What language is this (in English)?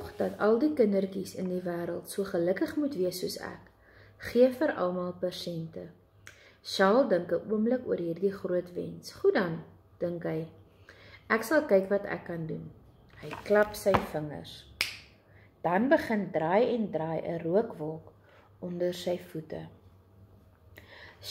Afrikaans